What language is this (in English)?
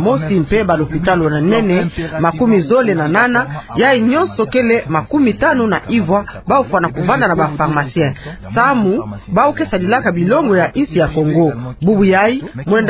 Kituba (Democratic Republic of Congo)